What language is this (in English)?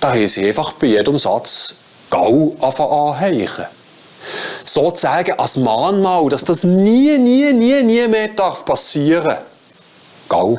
Swiss German